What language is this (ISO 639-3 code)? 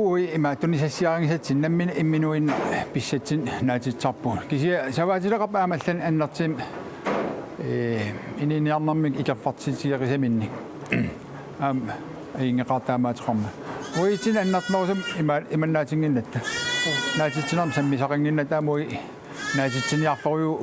kal